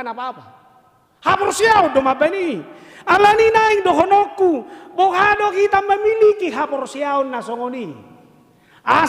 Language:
Batak Toba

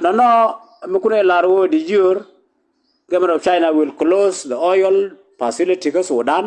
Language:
Nuer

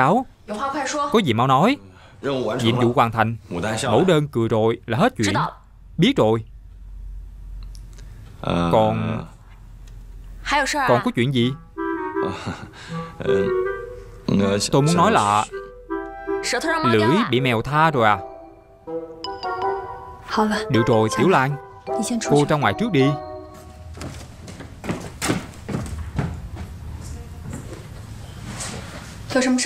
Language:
Vietnamese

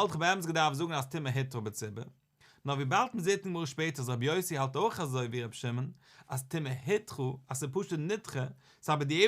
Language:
Yiddish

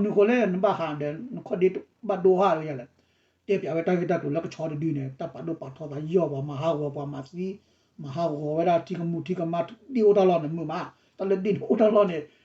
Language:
S'gaw Karen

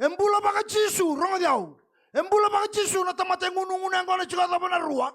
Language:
Fijian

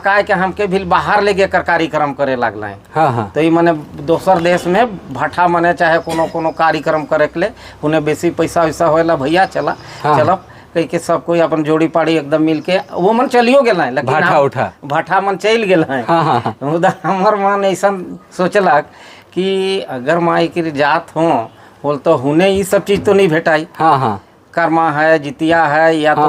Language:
Sadri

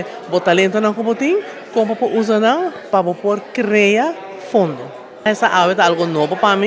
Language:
Papiamento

